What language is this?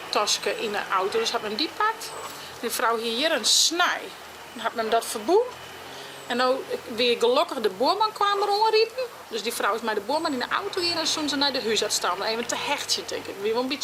Western Frisian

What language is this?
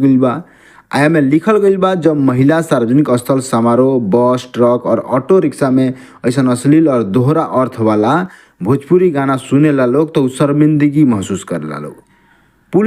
Bhojpuri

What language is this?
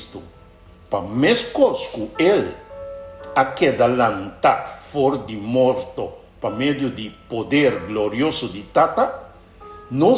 Papiamento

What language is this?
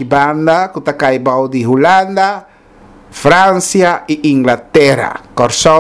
Papiamento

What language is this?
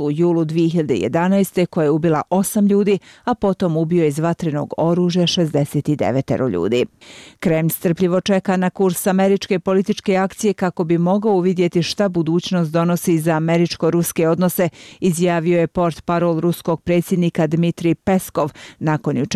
Bosnian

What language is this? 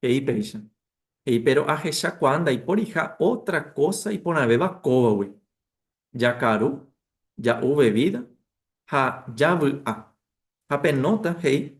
Guarani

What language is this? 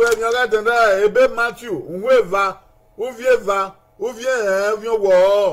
Bini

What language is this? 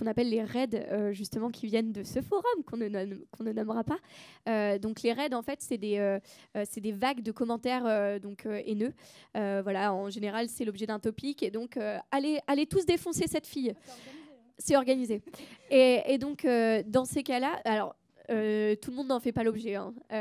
French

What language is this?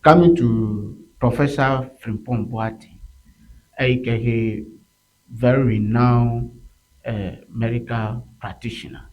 Ewe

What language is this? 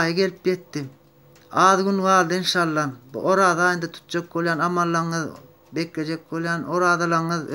Turkmen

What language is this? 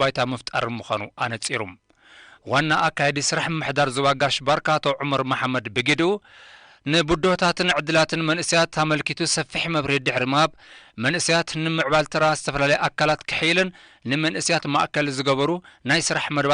Tigrinya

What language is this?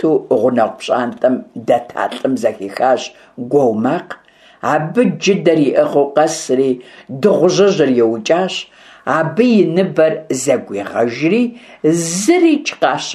Kabardian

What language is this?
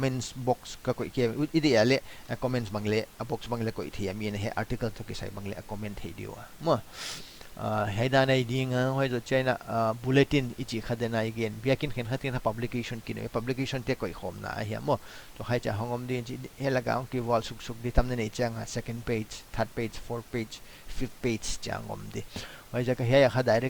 Paite Chin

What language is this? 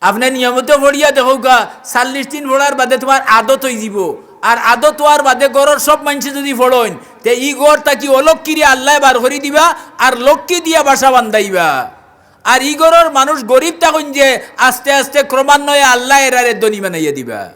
Sylheti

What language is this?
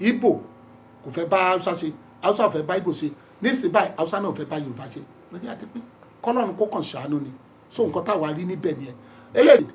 Yoruba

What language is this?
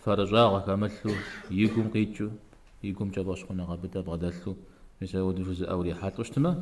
Kabardian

